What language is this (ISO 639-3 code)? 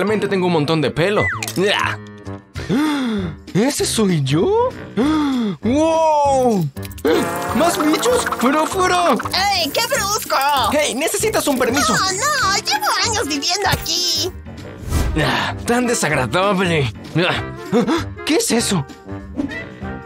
spa